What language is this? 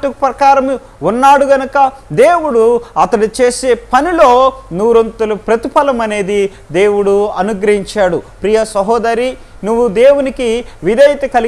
Telugu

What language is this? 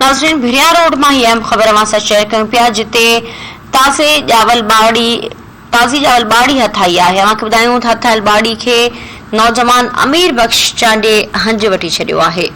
Sindhi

